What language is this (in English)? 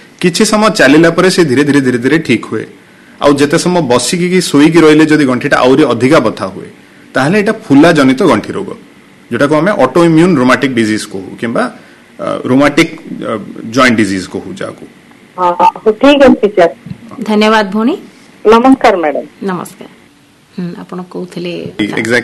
Odia